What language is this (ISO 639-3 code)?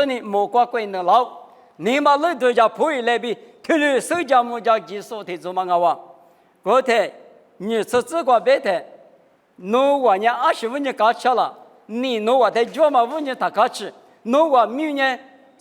lis